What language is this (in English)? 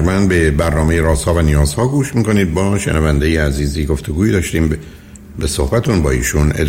Persian